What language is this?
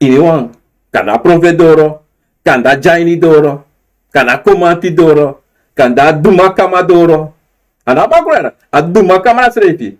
Sranan Tongo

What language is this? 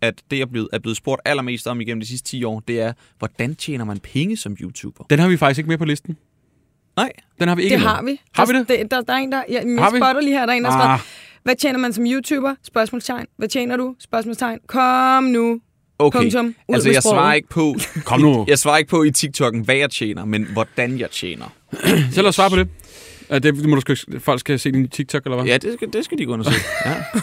Danish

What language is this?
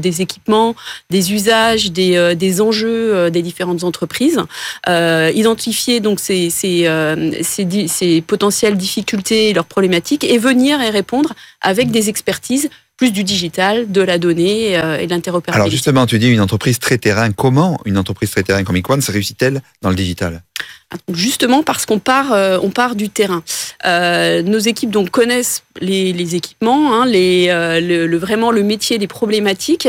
French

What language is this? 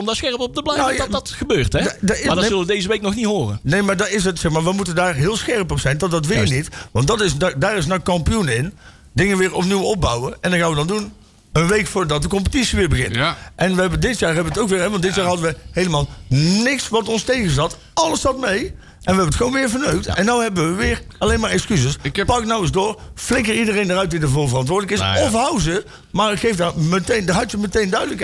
Dutch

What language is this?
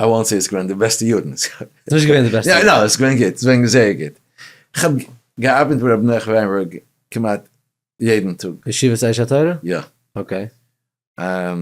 Yiddish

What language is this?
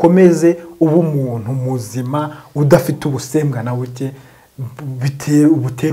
Kinyarwanda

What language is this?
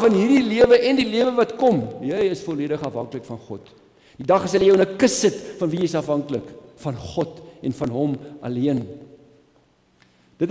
Afrikaans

